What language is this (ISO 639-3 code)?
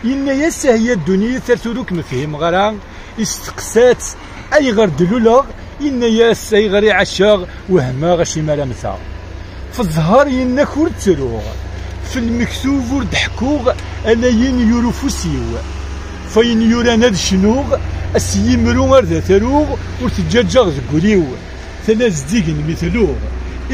kab